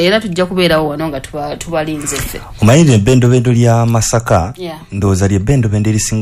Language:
Ganda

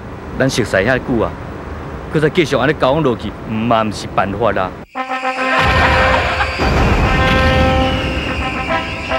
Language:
Min Nan Chinese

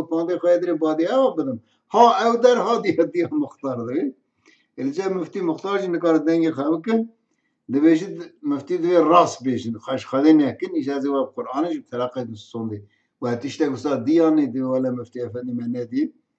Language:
Kurdish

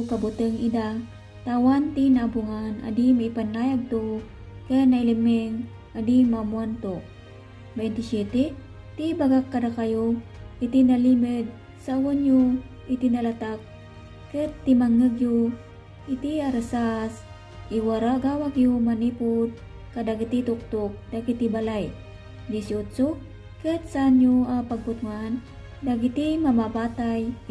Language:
Iloko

